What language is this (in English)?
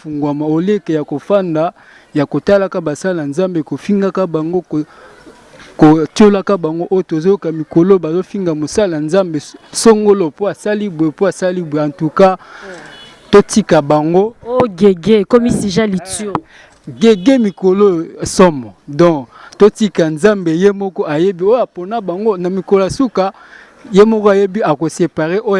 Lingala